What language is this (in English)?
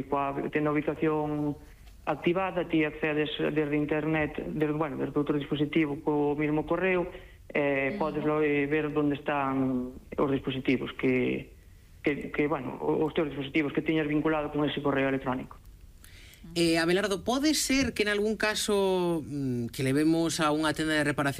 Galician